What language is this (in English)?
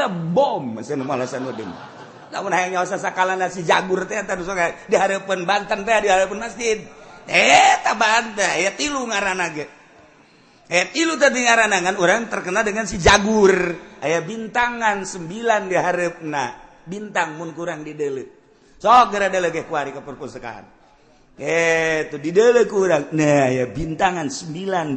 Sundanese